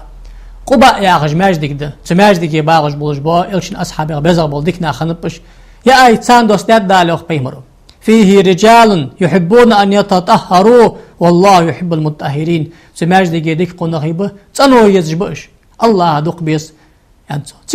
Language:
Ingush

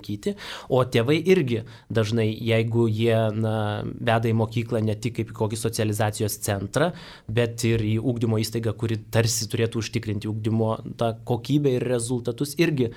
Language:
Lithuanian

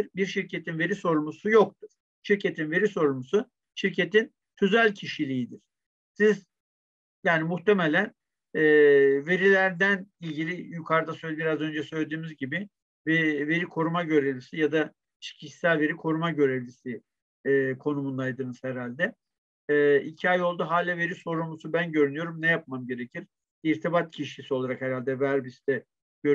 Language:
Turkish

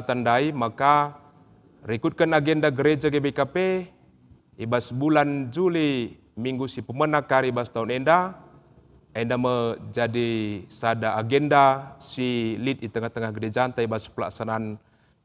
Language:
Batak Karo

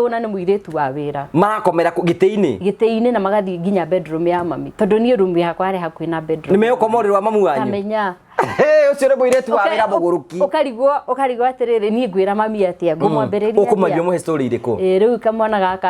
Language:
Kikuyu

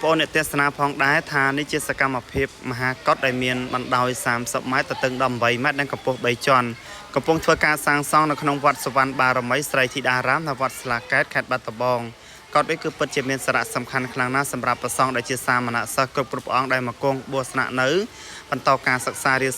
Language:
Khmer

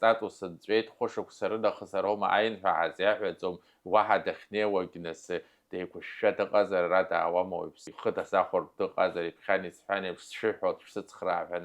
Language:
Abkhazian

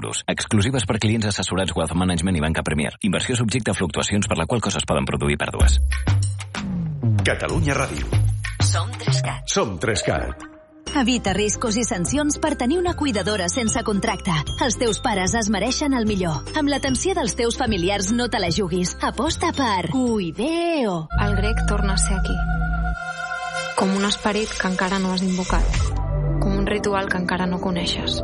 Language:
Catalan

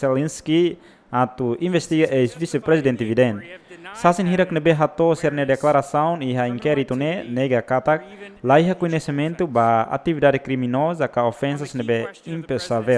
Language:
Tetum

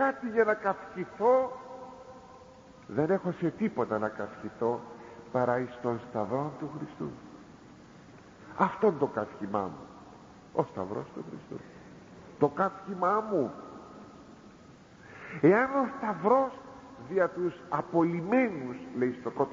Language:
Greek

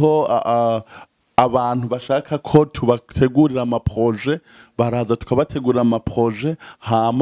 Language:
Rundi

